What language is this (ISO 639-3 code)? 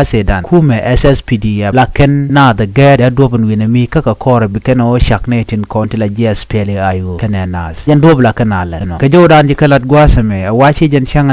nus